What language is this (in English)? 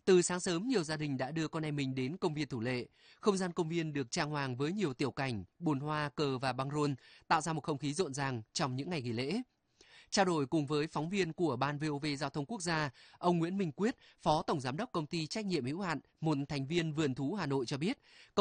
Vietnamese